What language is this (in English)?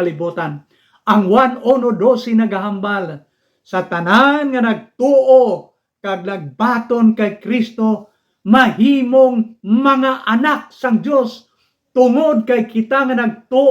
Hiligaynon